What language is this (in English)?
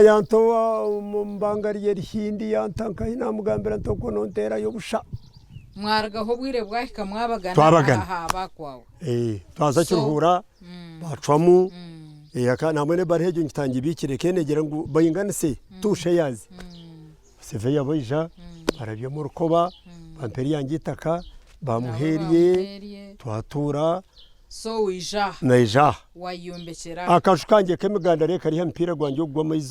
Nyankole